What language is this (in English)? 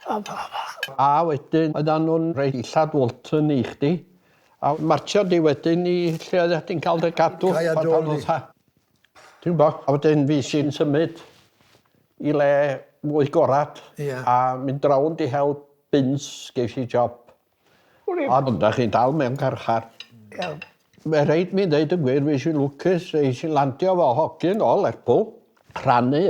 Welsh